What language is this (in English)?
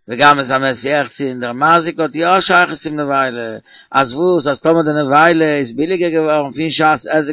Yiddish